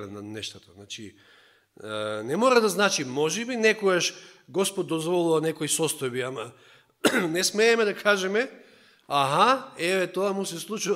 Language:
Macedonian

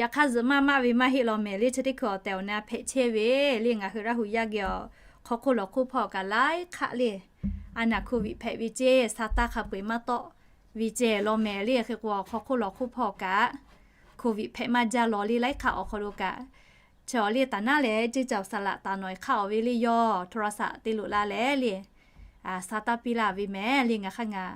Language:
Lahu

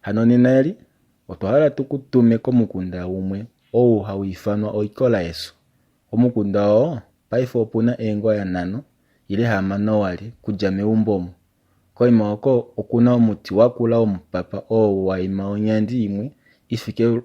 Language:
Kuanyama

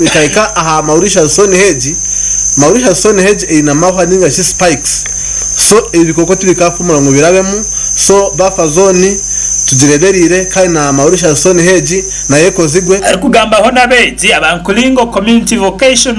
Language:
Nyankole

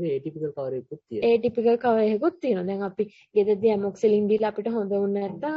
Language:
Sinhala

